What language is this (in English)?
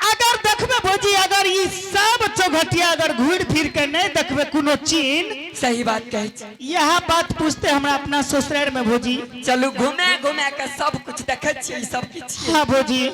Angika